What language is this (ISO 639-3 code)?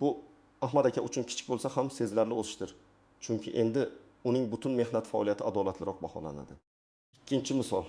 uzb